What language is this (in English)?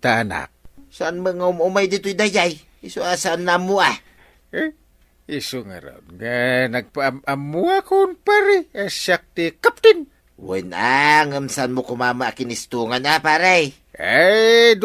Iloko